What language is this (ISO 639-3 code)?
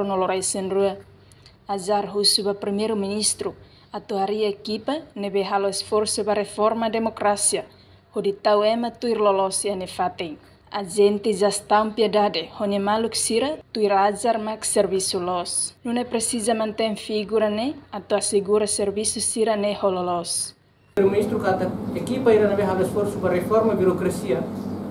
tet